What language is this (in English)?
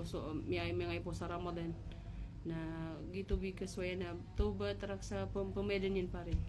Maranao